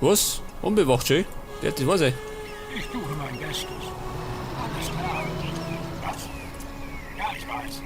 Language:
Bavarian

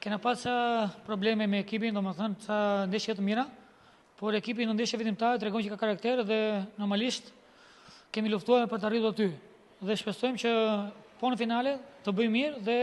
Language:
Albanian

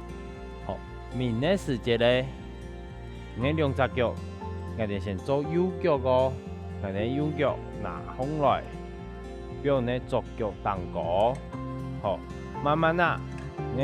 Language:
Hakka Chinese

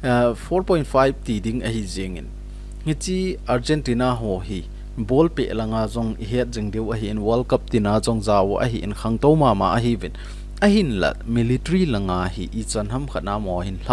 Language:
Thado Chin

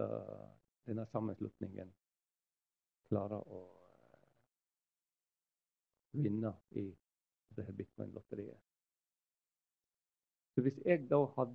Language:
Norwegian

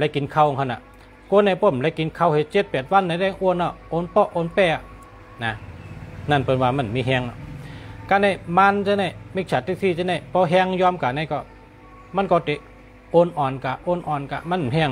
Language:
Shan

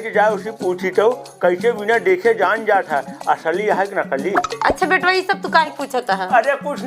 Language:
Awadhi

